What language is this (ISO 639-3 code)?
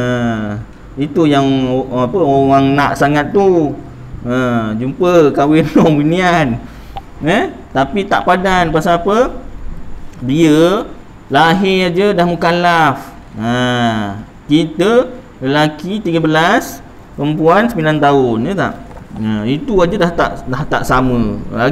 msa